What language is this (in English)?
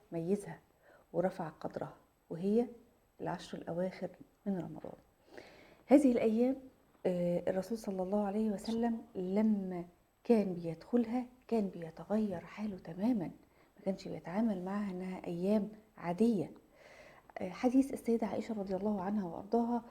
Egyptian Arabic